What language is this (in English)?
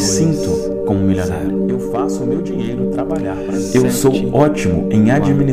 Portuguese